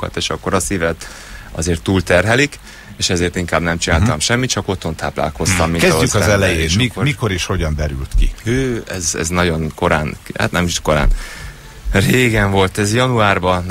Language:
Hungarian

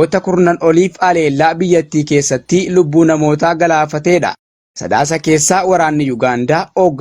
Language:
Oromo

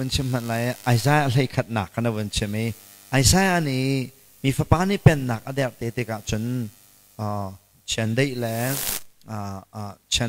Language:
Hakha Chin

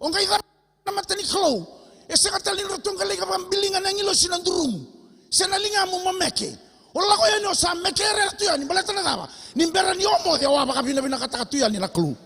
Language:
Fijian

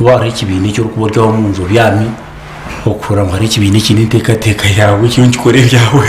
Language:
Nyankole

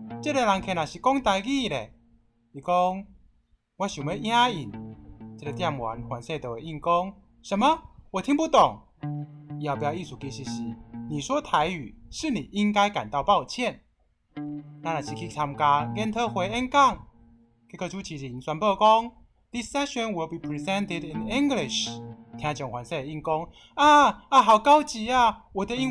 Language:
Min Nan Chinese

